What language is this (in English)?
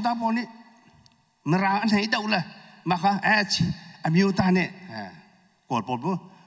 Hakha Chin